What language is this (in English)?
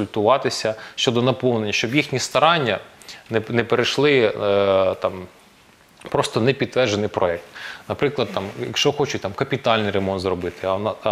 Ukrainian